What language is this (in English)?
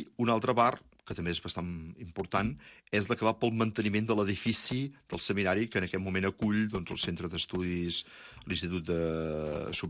Catalan